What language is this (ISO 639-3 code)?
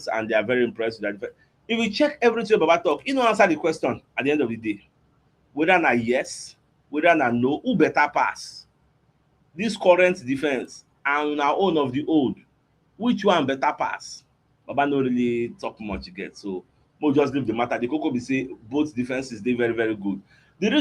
pcm